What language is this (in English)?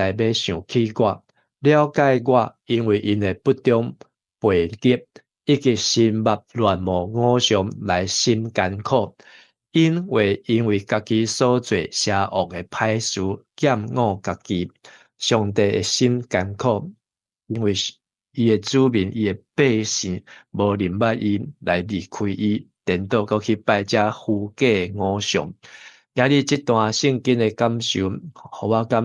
Min Nan Chinese